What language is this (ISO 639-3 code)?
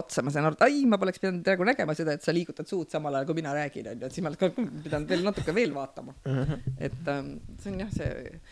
est